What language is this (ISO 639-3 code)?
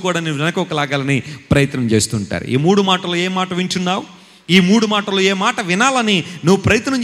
tel